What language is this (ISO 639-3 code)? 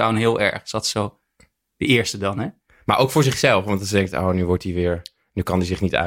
nld